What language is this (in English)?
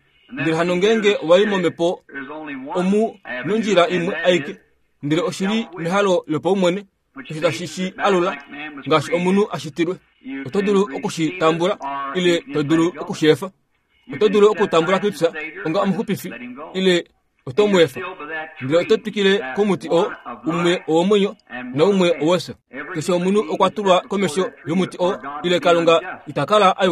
Kuanyama